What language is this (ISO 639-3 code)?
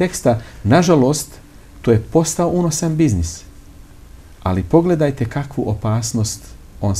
bos